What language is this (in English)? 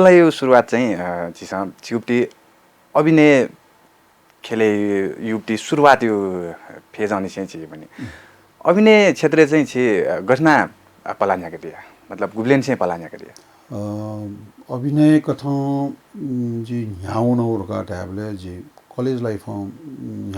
Newari